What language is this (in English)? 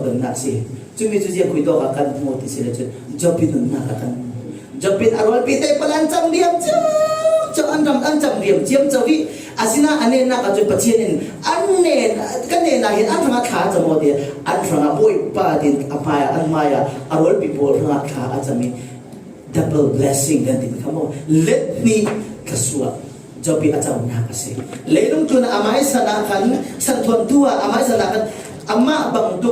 Falam Chin